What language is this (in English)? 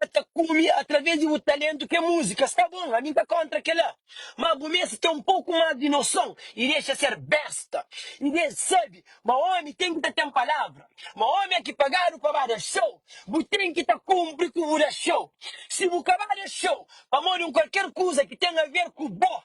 Kabuverdianu